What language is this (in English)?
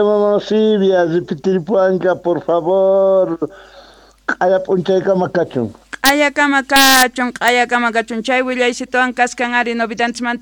South Bolivian Quechua